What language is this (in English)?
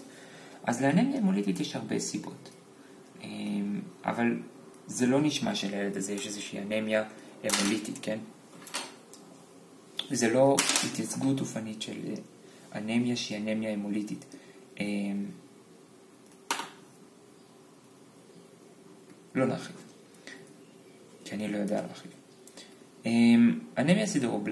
Hebrew